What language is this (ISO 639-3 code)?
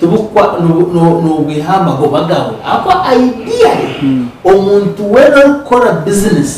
nyn